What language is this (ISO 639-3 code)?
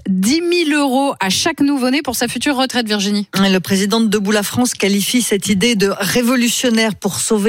fra